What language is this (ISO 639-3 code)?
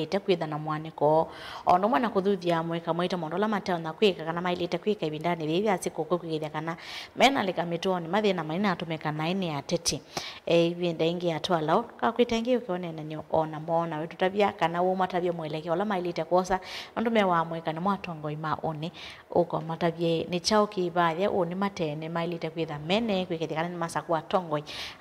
kam